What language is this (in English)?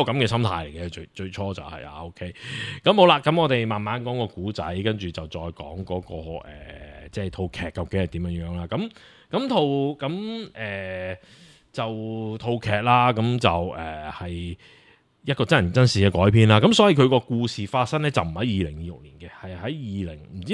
Cantonese